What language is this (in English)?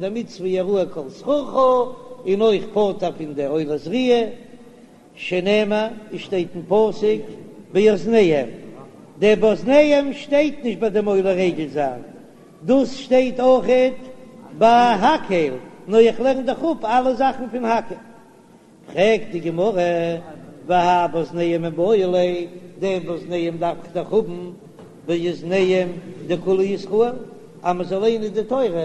Yiddish